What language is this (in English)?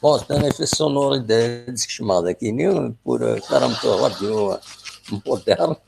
Kabyle